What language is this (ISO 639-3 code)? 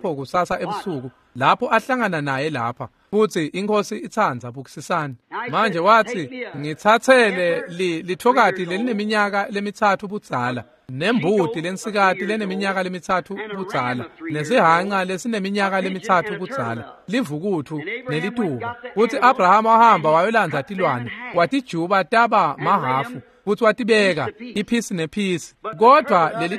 ssw